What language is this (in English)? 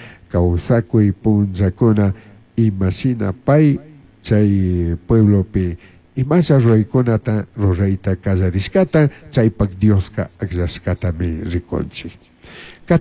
Chimborazo Highland Quichua